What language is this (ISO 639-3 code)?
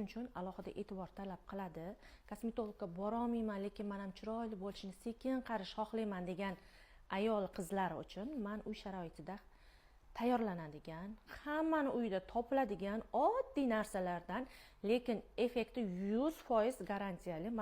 uzb